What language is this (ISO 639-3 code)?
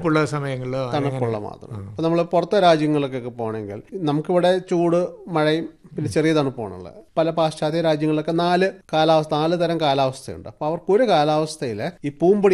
mal